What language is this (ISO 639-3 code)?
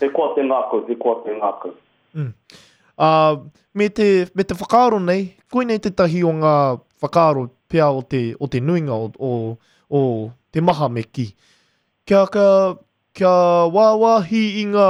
mri